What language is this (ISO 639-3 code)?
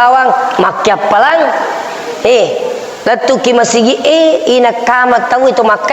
bug